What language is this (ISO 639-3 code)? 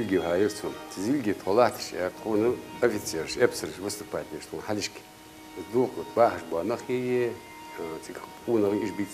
inh